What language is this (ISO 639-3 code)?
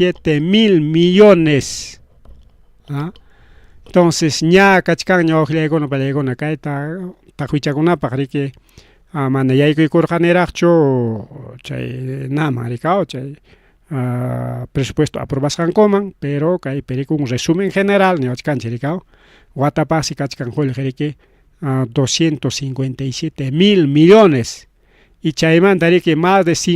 quy